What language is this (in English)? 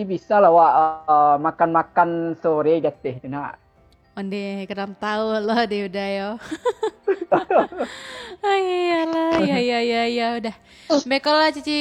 Minangkabau